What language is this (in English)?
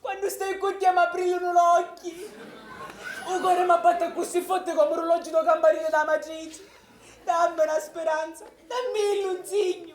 Sicilian